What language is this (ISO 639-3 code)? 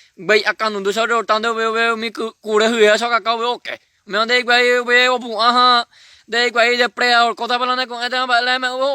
grn